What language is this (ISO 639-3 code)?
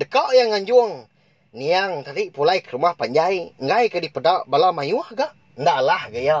iba